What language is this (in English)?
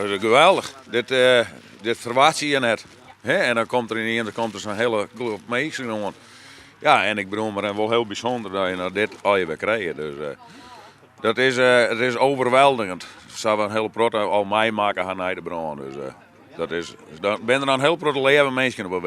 Western Frisian